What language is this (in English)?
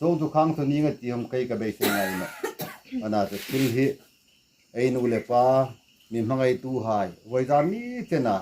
Hmar